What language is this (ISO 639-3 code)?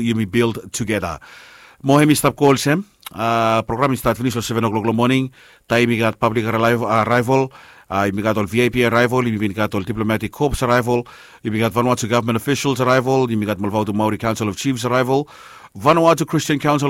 bis